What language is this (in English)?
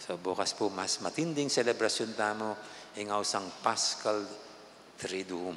Pampanga